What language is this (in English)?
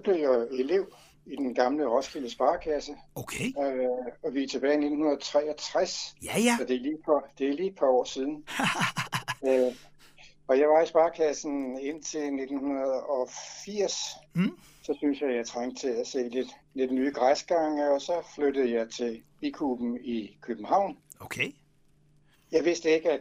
Danish